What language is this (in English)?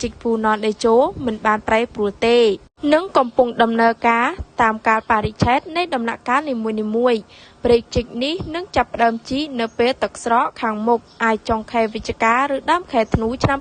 Khmer